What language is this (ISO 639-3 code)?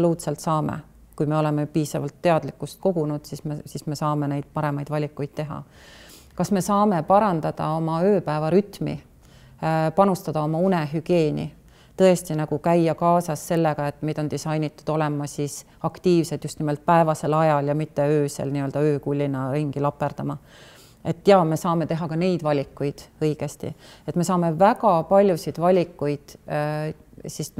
est